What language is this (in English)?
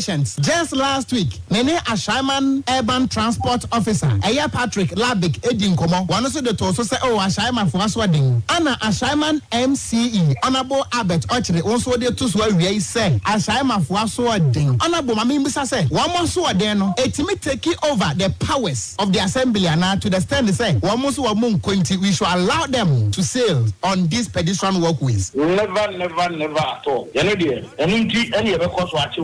Akan